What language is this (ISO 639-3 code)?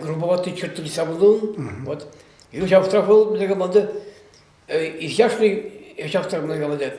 chv